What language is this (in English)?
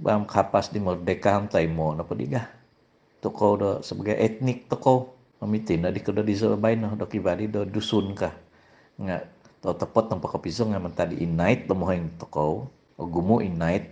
Central Dusun